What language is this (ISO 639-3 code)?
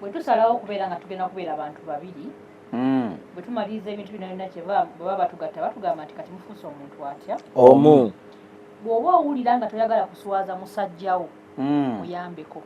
lug